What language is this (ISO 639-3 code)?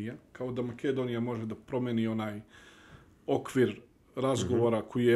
bos